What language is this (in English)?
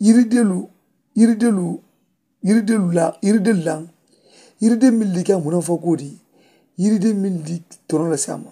Mandingo